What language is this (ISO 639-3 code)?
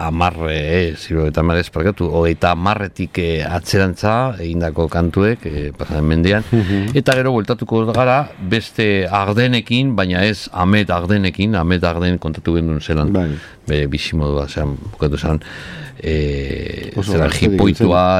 eus